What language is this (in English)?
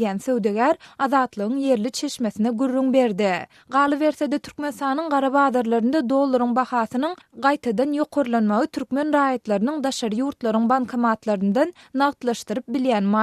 Turkmen